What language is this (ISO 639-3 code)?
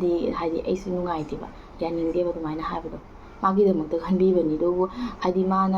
mni